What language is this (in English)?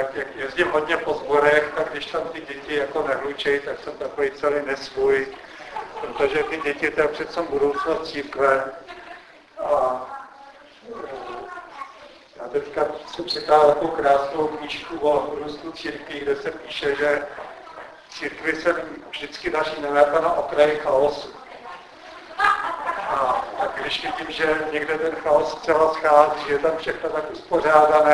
Czech